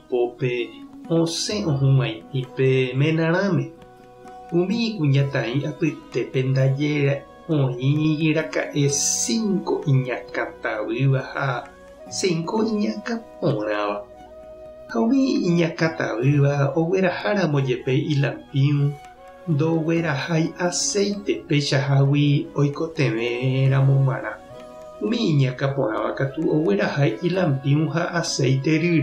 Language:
Guarani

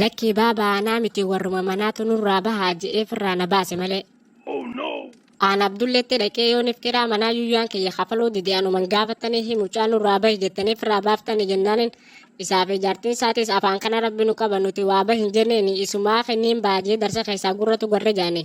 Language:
Oromo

